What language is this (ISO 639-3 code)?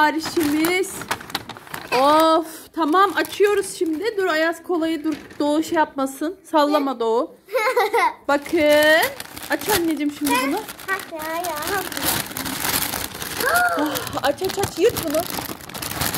tur